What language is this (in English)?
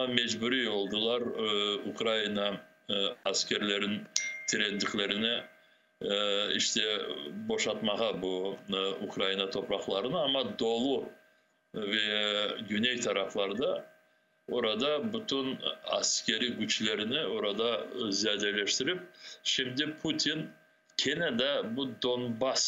Crimean Tatar